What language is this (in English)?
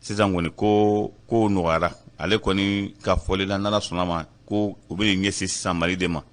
Bambara